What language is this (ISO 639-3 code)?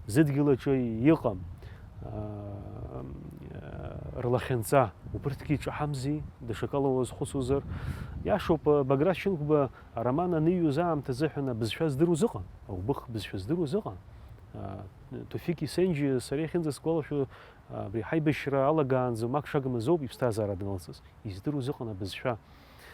abk